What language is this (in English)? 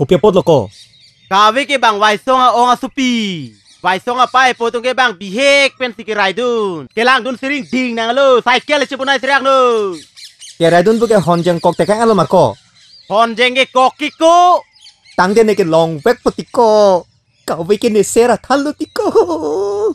Karbi